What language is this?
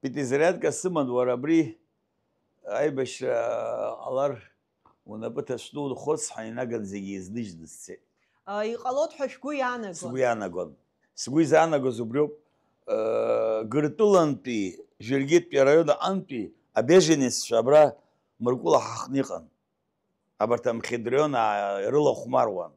Abkhazian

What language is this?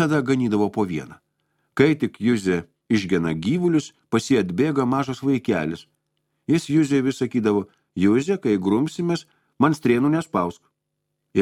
Lithuanian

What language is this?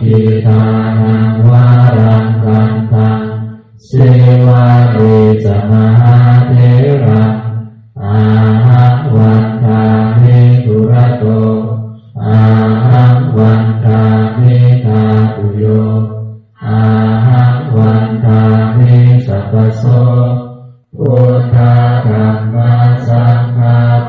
Pali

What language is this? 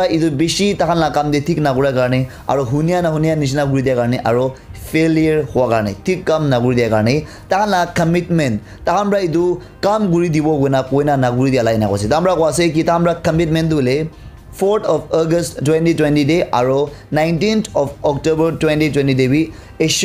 Naga Pidgin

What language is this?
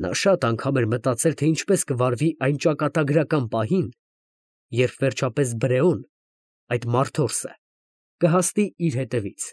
Armenian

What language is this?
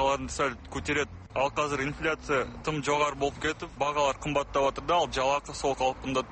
Kazakh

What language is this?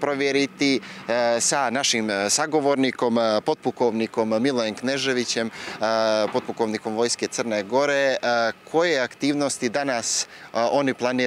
Bosnian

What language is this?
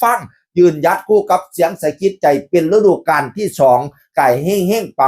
Northeastern Thai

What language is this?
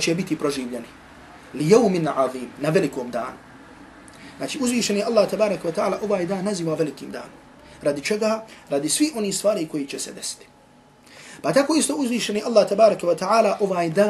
Bosnian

